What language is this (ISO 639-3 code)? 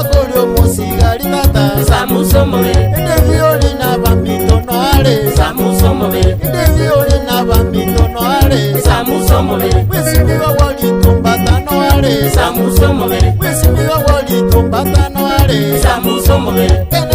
guz